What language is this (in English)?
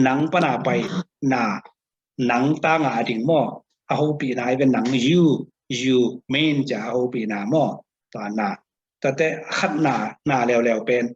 Tedim Chin